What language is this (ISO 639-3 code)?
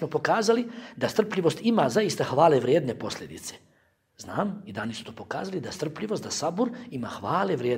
bos